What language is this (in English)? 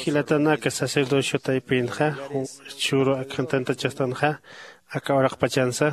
Aymara